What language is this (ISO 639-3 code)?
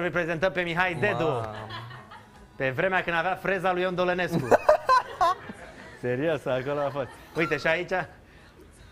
ron